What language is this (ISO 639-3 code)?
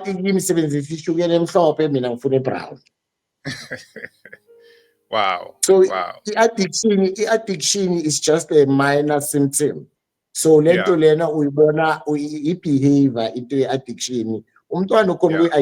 zul